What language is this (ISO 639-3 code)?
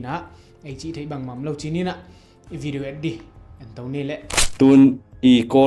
ctd